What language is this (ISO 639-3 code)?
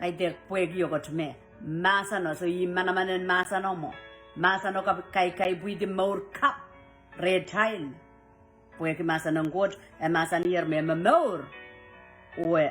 pon